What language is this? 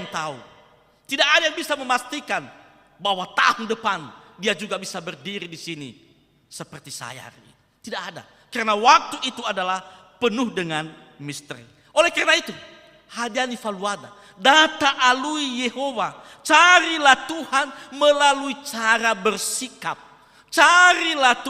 Nias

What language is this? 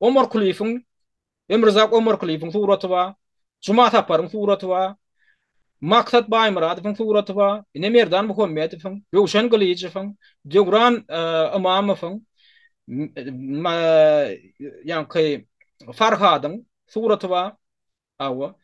Turkmen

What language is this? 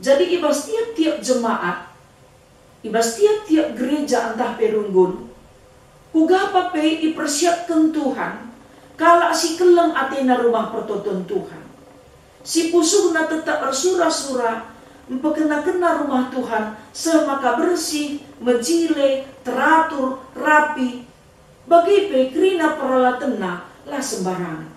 Batak Karo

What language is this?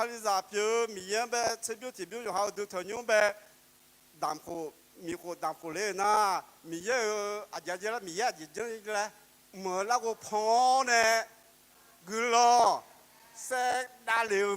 Akha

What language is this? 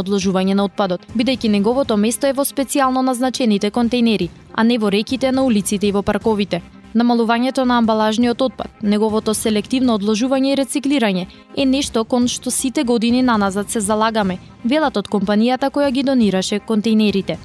Macedonian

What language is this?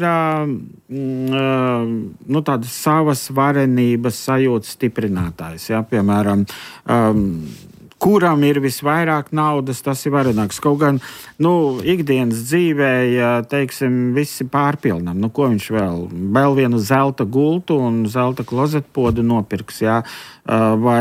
Latvian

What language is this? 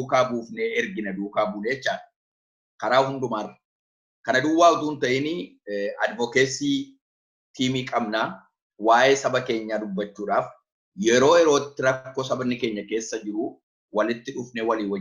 Oromo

